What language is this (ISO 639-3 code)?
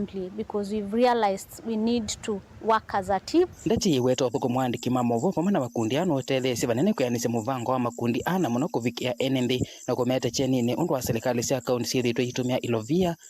kam